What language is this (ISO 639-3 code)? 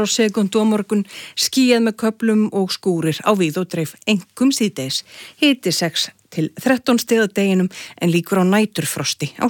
isl